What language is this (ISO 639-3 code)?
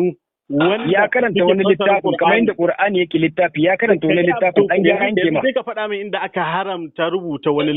hau